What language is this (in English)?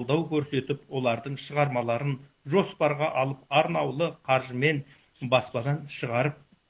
Kazakh